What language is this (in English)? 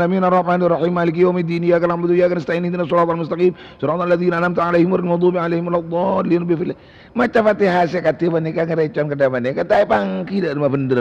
Madurese